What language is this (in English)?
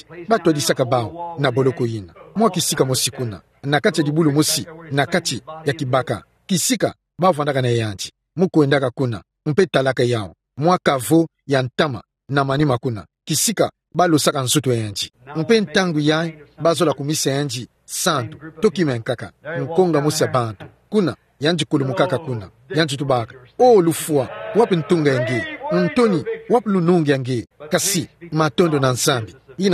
Kituba (Democratic Republic of Congo)